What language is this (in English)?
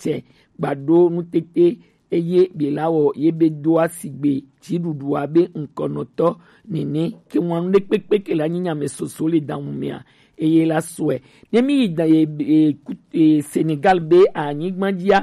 Gen